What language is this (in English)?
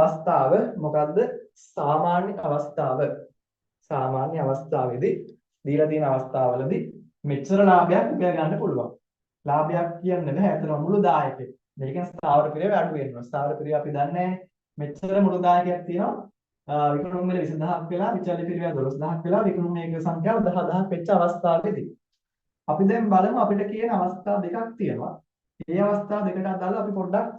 Sinhala